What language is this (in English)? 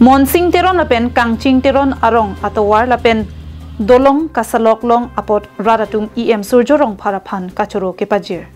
Karbi